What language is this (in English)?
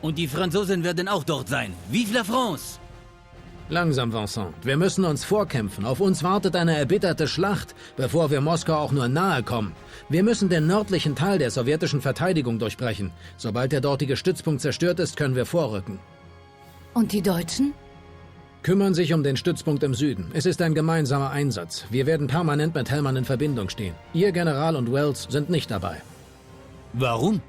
Bavarian